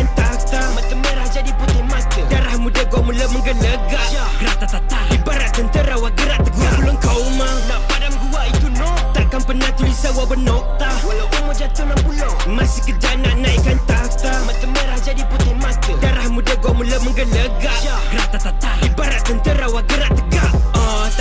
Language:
Malay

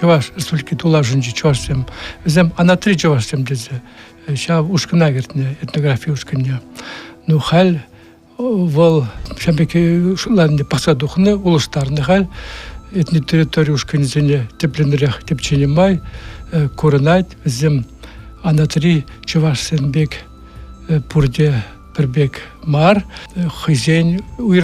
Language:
Chuvash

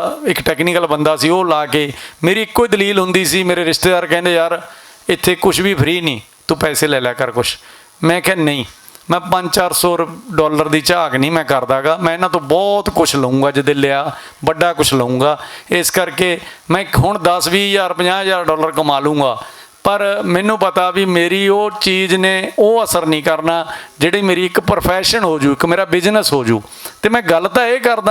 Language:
Western Panjabi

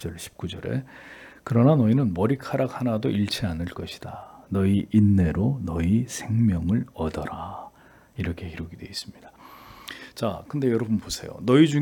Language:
Korean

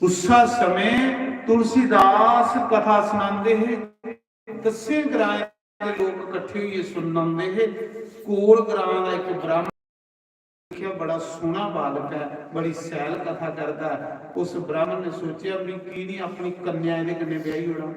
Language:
Dogri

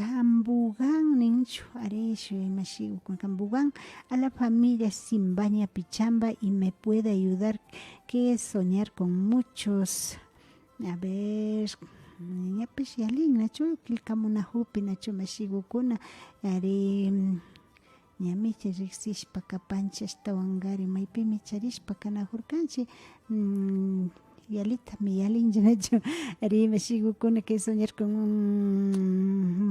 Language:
Imbabura Highland Quichua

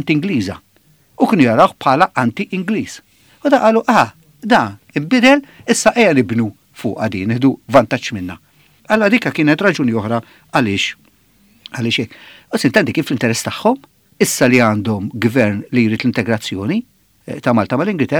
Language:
Maltese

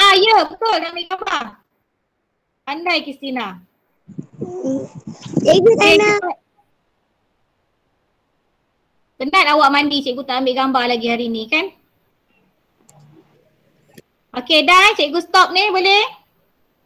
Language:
Malay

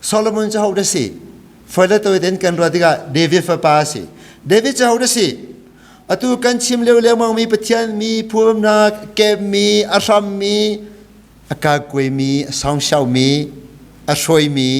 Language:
Hakha Chin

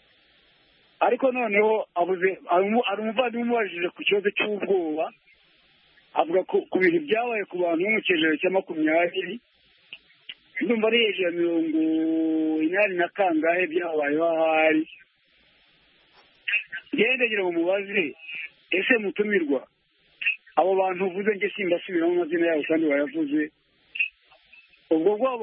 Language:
Kinyarwanda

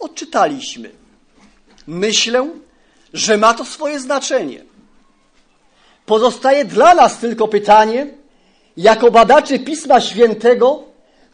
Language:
Polish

